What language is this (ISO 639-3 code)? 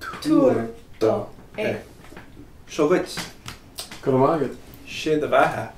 gle